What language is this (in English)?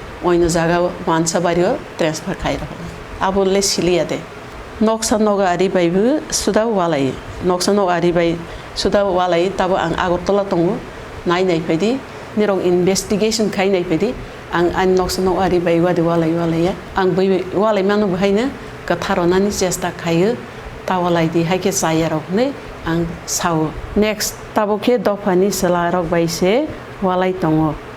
Kok Borok